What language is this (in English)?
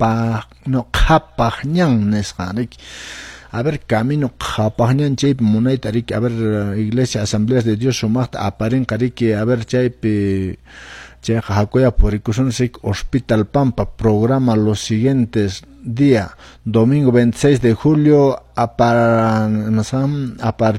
Quechua